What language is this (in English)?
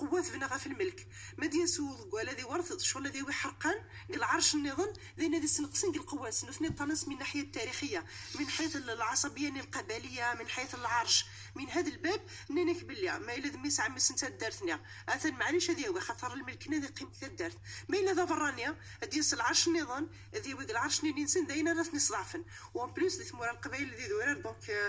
Moroccan Arabic